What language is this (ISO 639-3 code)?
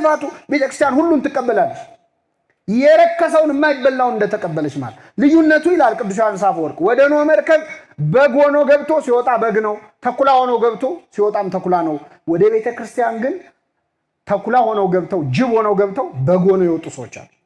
amh